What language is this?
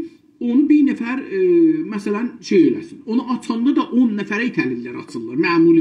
South Azerbaijani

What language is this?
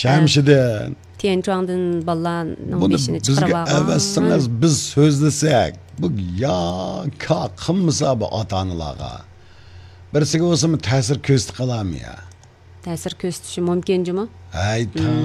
Uyghur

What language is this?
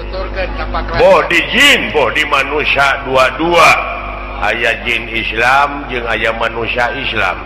Sundanese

